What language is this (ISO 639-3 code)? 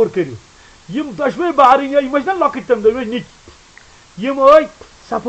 kas